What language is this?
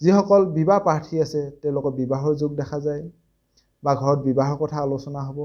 Assamese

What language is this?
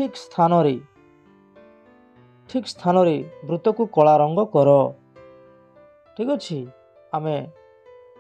Odia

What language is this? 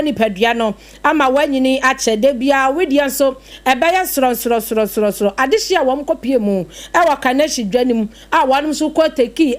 Akan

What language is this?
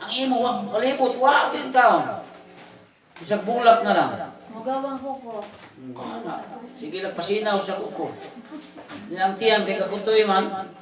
Cebuano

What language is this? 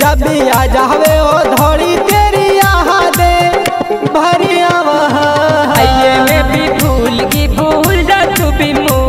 Haryanvi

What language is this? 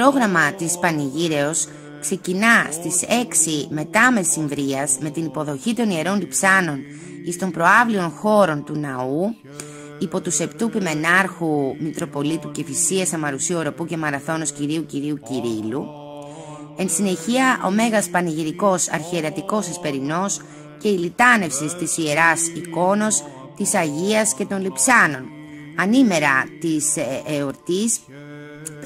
Greek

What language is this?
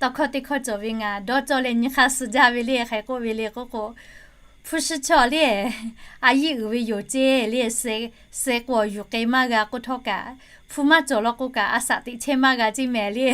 Lahu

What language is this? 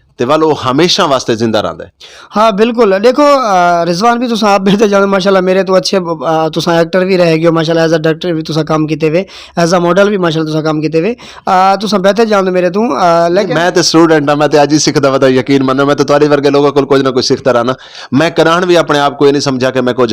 Western Panjabi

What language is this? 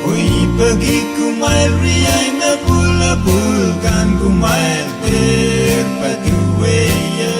Pohnpeian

